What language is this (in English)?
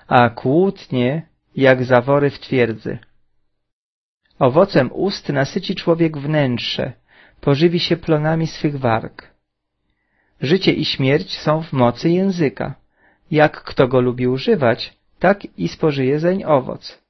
Polish